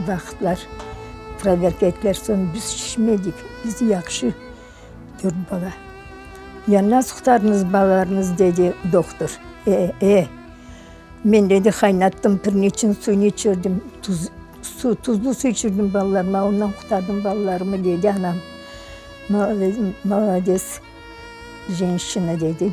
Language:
Crimean Tatar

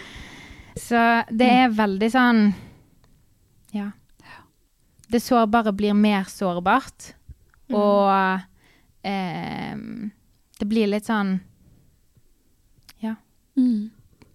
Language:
Norwegian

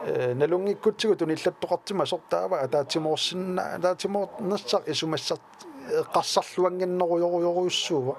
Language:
Kalaallisut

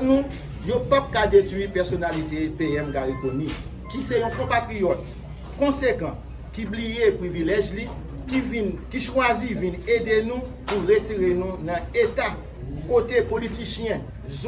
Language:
Haitian Creole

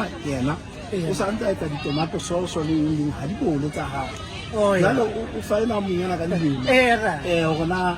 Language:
Southern Sotho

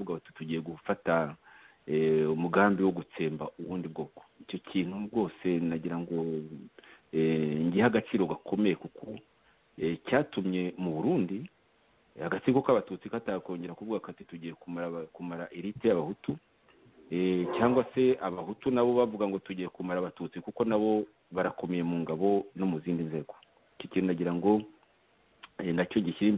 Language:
Kinyarwanda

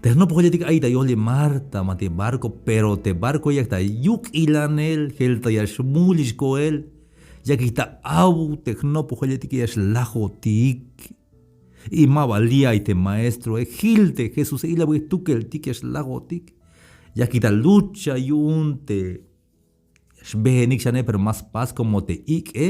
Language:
Tzeltal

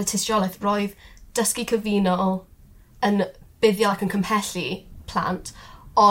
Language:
Welsh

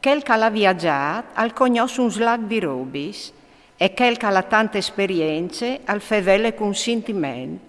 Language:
Friulian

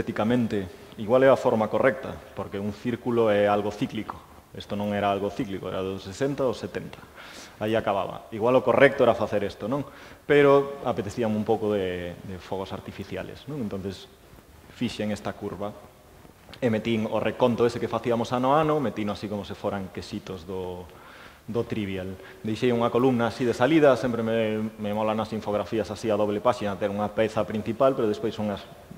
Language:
Galician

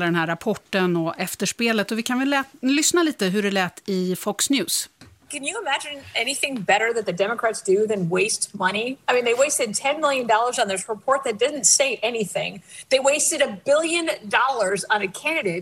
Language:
Swedish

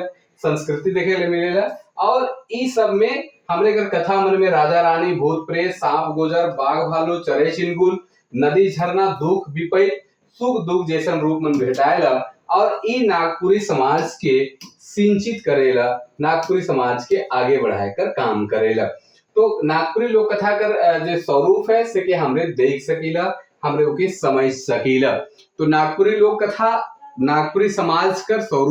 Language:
Sadri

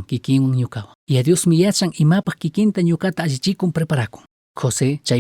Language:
Chimborazo Highland Quichua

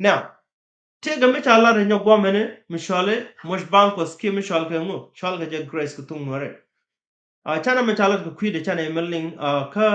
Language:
Nuer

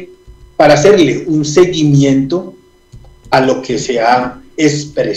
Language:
Spanish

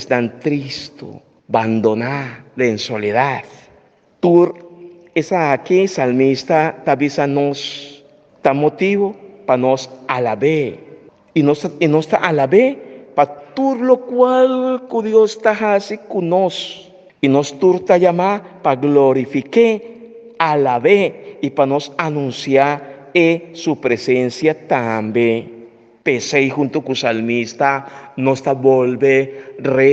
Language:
Papiamento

